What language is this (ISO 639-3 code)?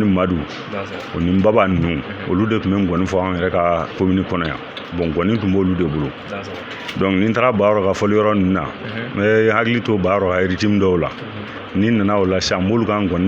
bam